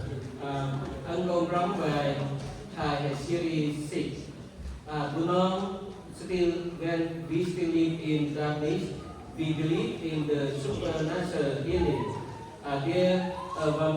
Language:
Central Mnong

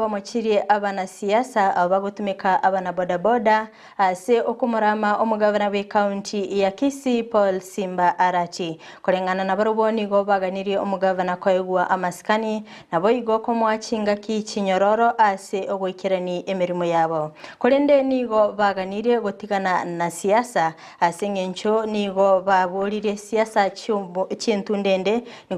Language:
Gusii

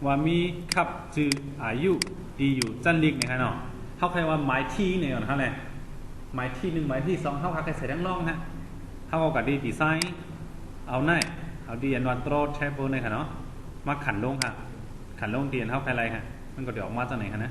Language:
Shan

